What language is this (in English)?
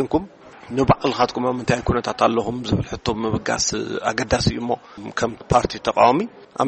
Tigrinya